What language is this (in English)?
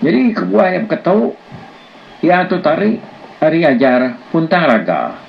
Iban